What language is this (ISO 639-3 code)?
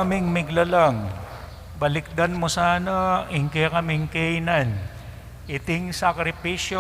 pam